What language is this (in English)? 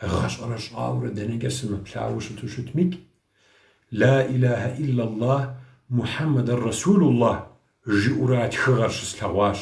Kabardian